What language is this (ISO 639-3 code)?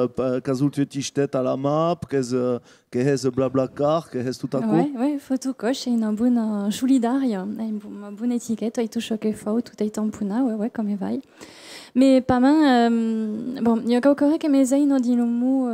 oci